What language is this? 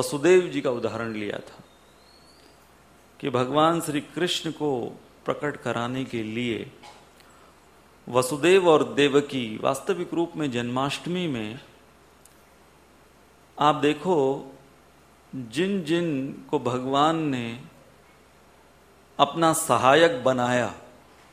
Hindi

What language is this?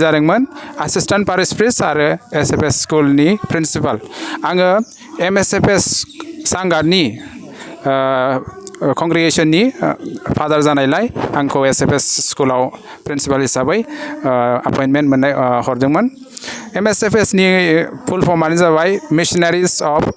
Bodo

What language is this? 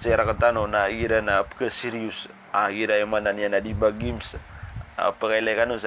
Maranao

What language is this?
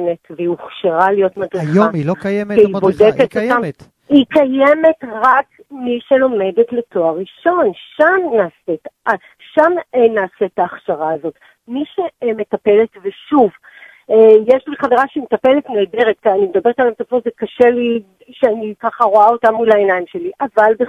Hebrew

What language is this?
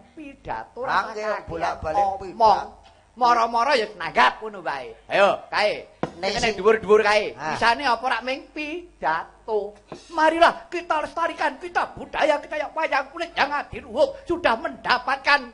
Javanese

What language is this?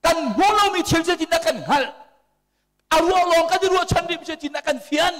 Hakha Chin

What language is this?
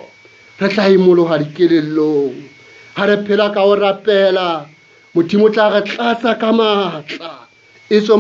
Southern Sotho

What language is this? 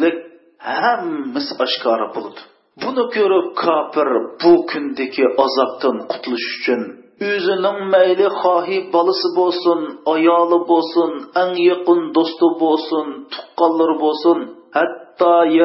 Uyghur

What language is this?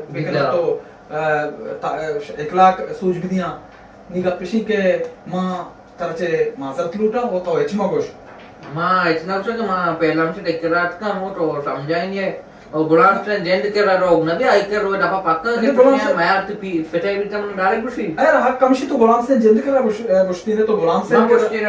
Baluchi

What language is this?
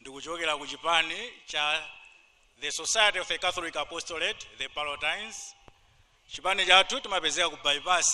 Nyanja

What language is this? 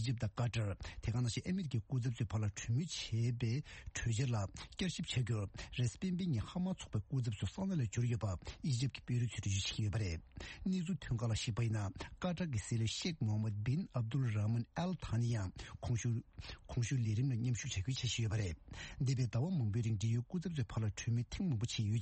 Tibetan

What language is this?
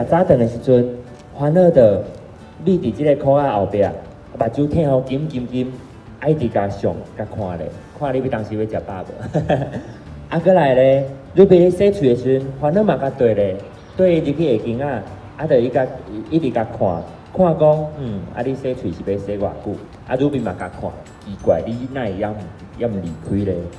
Min Nan Chinese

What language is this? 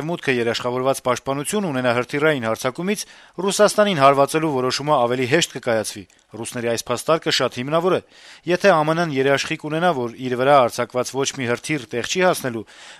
Armenian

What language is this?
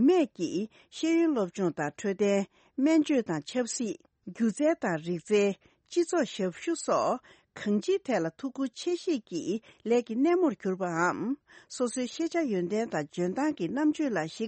Tibetan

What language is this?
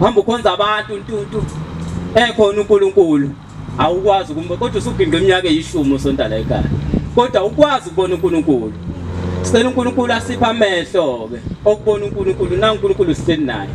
Zulu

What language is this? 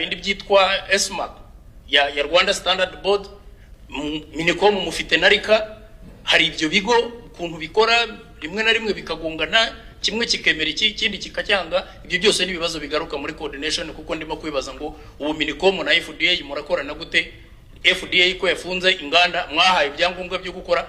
Kinyarwanda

